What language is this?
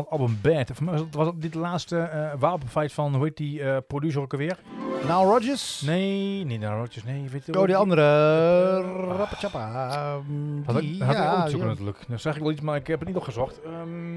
Dutch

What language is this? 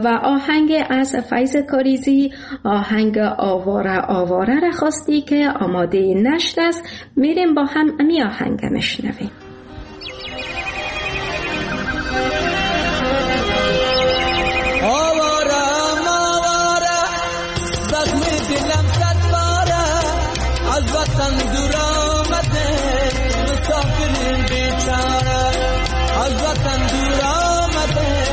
Persian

